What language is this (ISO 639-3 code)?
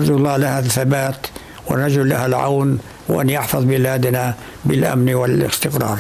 apc